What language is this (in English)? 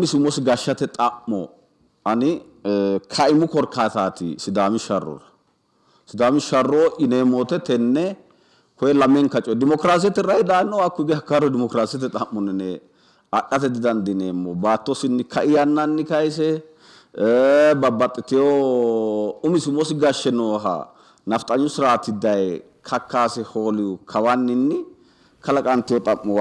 Sidamo